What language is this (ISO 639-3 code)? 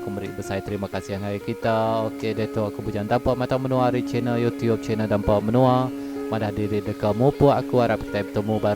iba